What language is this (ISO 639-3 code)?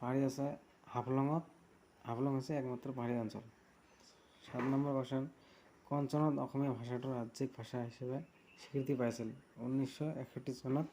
asm